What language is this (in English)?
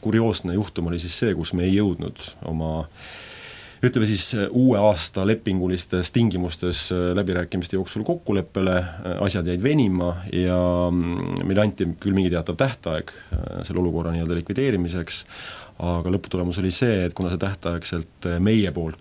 Estonian